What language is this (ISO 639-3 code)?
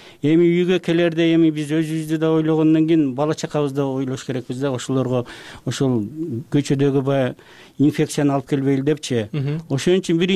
kir